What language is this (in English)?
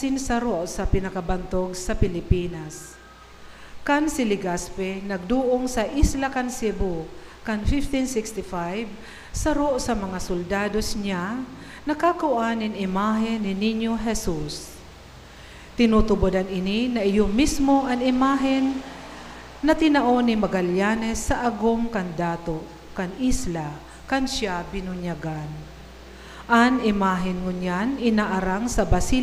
Bikol